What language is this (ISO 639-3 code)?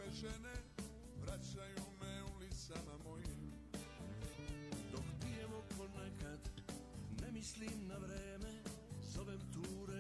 srp